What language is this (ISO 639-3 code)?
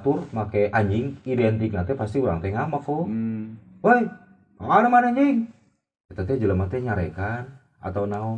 sun